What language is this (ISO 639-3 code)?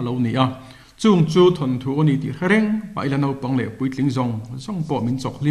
lus